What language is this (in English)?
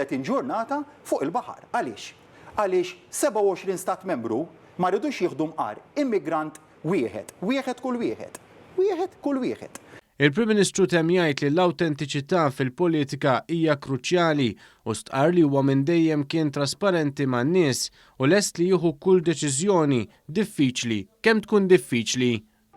Maltese